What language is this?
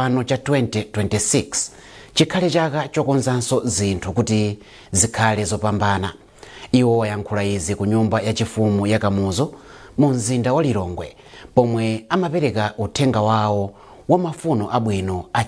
Nyanja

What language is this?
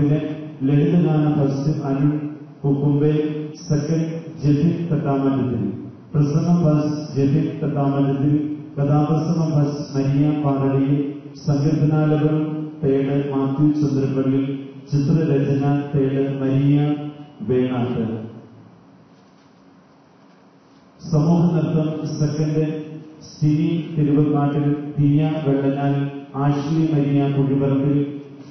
Malayalam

